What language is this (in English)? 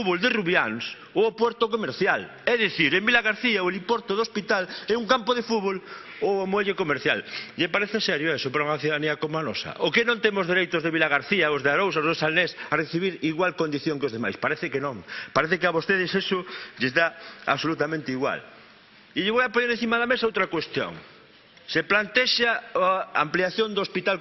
Galician